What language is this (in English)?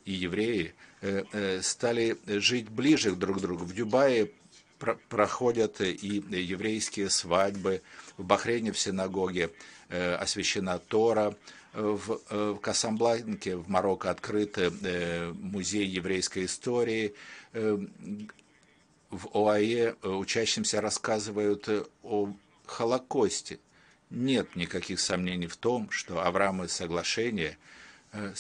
Russian